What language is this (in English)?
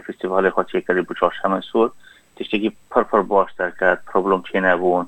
Kurdish